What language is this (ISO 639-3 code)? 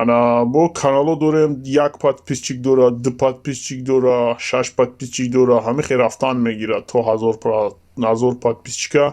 tgk